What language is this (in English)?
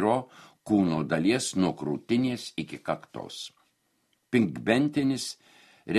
Lithuanian